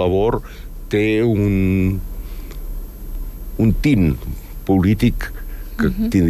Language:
Catalan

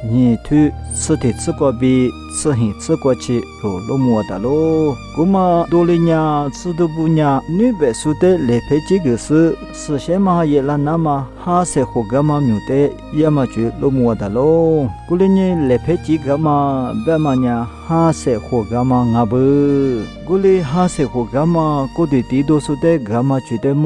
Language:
Lisu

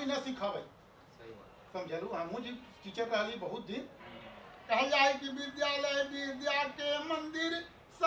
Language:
Magahi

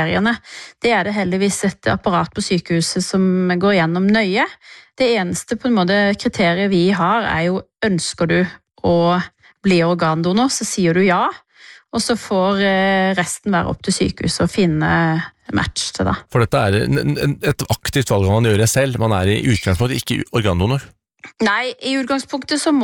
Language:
Norwegian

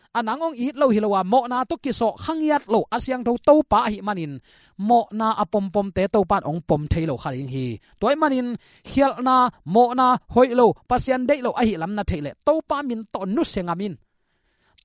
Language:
Tedim Chin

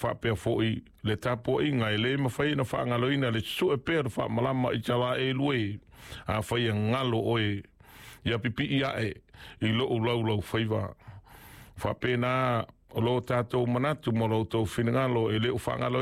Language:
Samoan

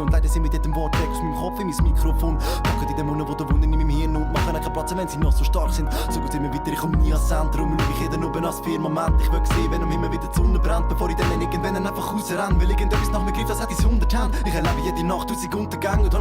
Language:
Swiss German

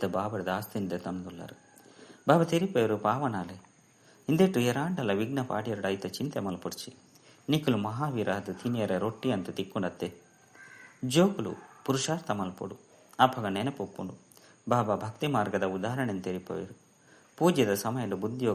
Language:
Tulu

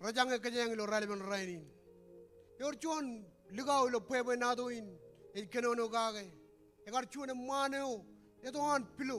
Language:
Marshallese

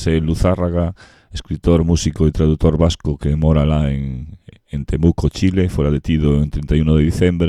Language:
Galician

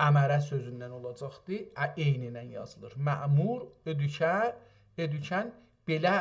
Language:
South Azerbaijani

